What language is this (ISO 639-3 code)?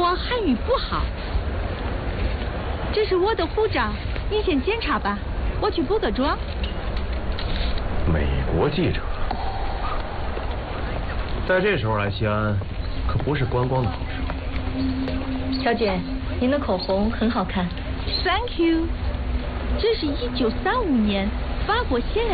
zho